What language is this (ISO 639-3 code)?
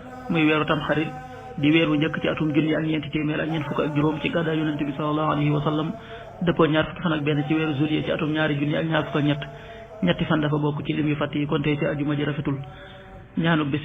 wol